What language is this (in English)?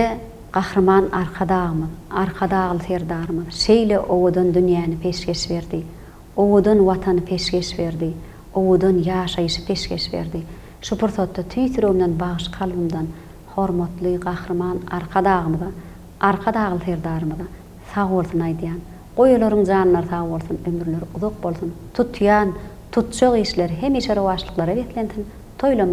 Turkmen